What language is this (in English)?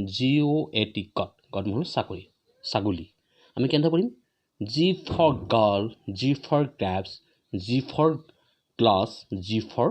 Assamese